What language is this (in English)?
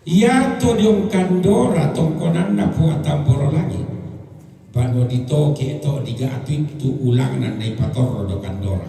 Toraja-Sa'dan